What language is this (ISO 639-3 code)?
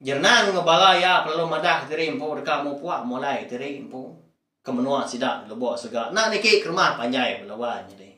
iba